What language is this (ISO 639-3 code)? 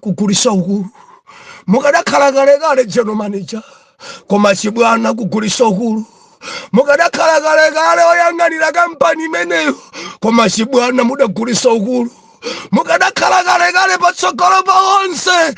nya